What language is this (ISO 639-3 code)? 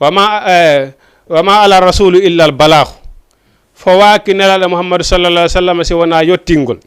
ful